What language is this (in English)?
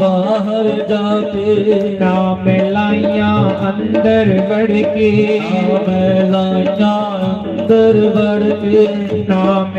Dogri